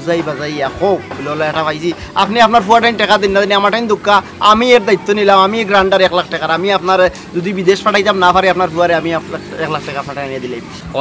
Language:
Sylheti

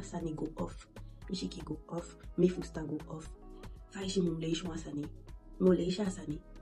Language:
Eastern Maroon Creole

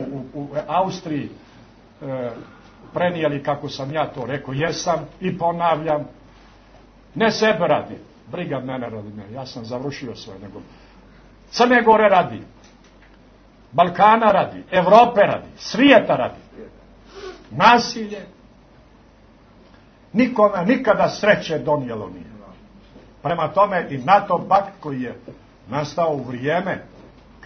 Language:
Serbian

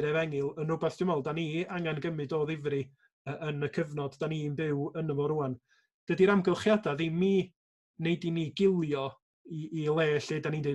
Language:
Welsh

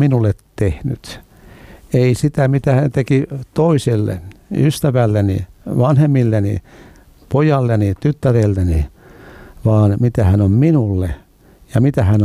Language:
Finnish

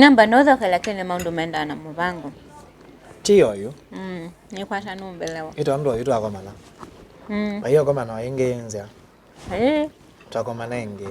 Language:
Kamba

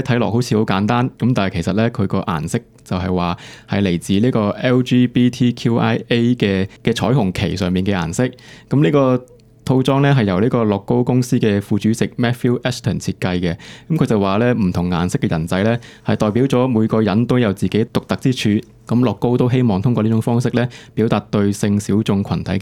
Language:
Cantonese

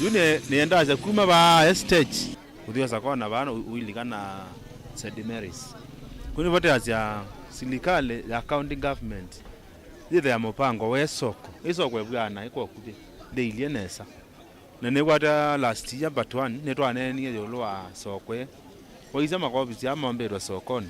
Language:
Kamba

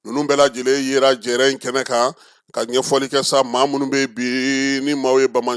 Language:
Bambara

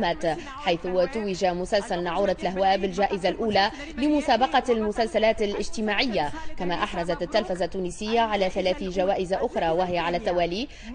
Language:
Arabic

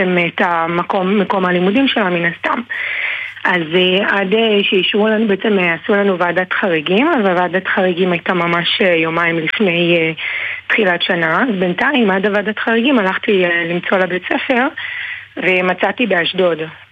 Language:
Hebrew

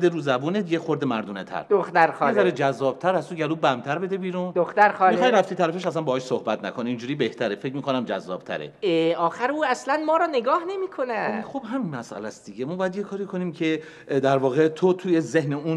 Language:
Persian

